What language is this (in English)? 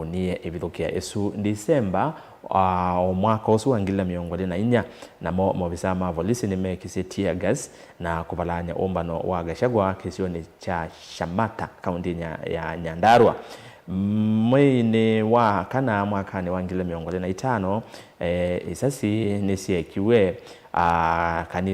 Kamba